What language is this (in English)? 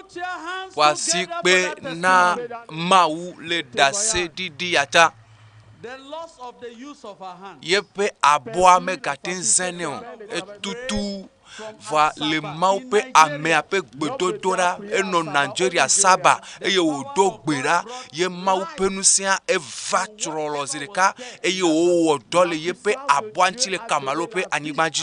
Ewe